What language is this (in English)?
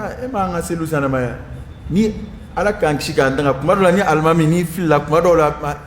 Dyula